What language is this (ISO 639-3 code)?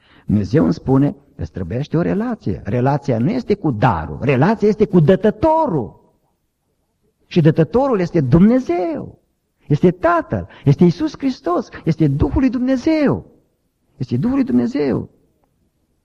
ron